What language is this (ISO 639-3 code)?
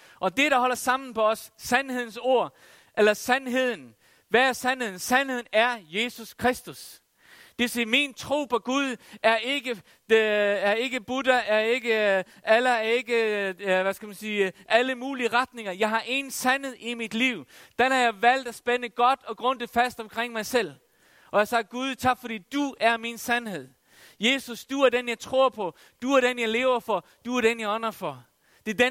dan